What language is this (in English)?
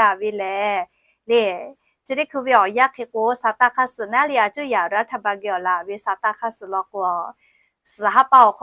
Lahu